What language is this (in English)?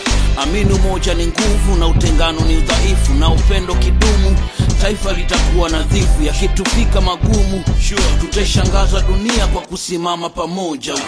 Swahili